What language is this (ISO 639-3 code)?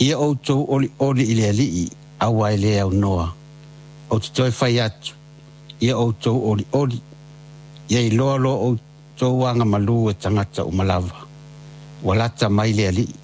smo